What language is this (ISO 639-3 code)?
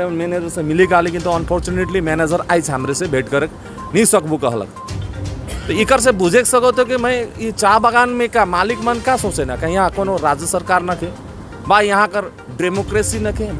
sck